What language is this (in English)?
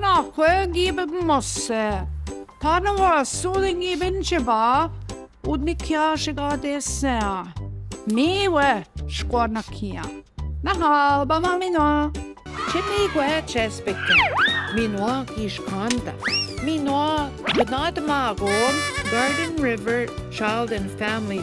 Central Ojibwa